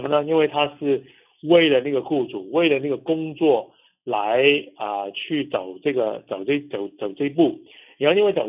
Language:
Chinese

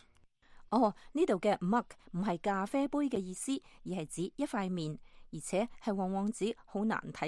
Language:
Cantonese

